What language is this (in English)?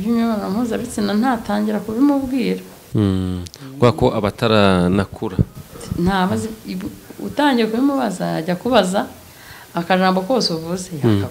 Kinyarwanda